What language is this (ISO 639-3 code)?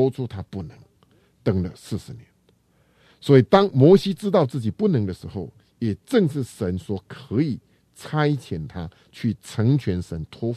zho